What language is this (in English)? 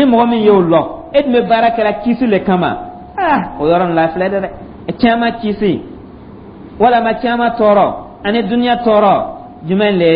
Dyula